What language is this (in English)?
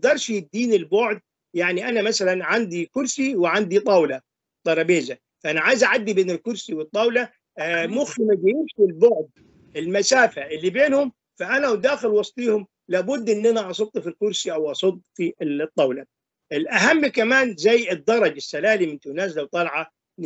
Egyptian Arabic